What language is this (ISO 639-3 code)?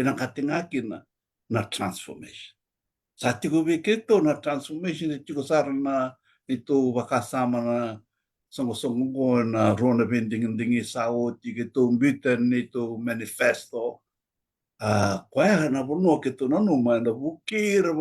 fij